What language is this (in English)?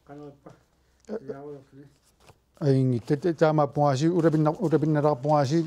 Kalaallisut